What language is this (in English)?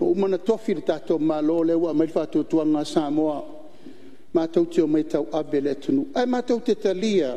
Samoan